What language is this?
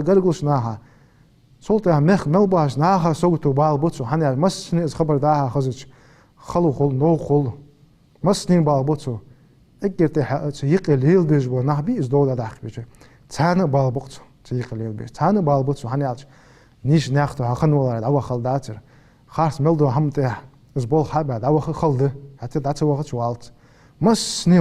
Ingush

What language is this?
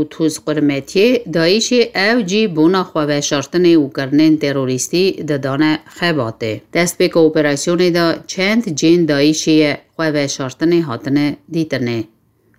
Kurdish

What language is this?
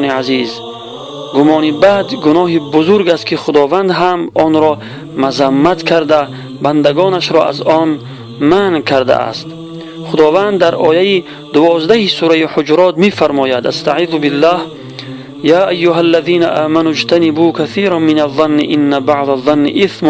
Tajik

